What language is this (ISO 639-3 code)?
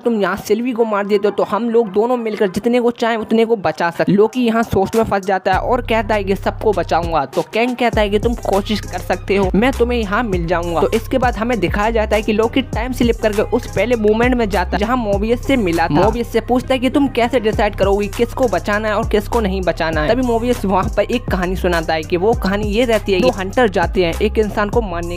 hin